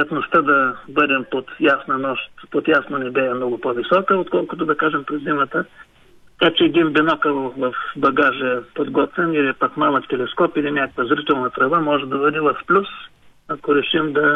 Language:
Bulgarian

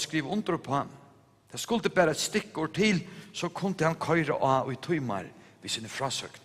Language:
Faroese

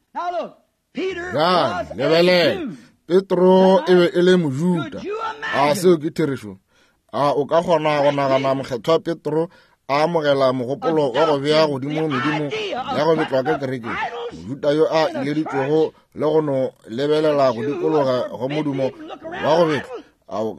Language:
Northern Sotho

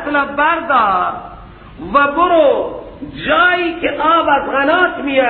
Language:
Persian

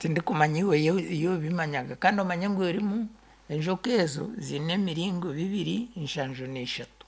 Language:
Nyankole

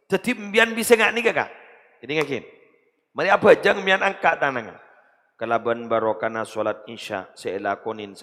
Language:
Madurese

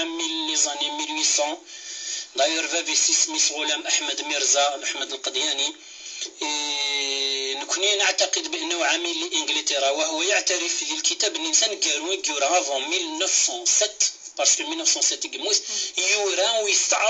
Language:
Kabyle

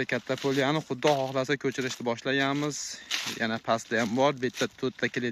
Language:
Uzbek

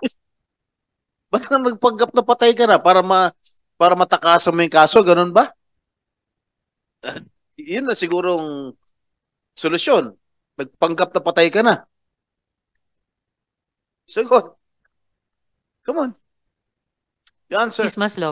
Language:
Filipino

